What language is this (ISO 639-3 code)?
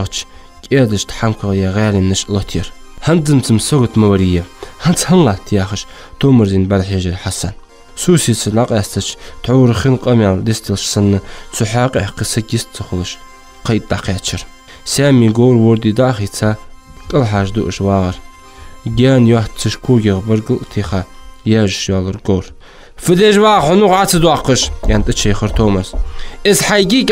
inh